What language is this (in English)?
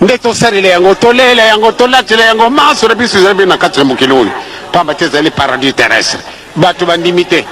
Lingala